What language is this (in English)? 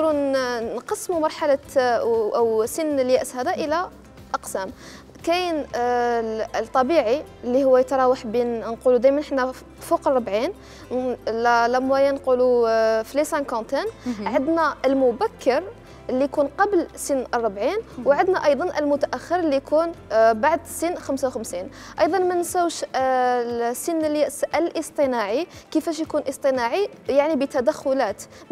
Algerian Arabic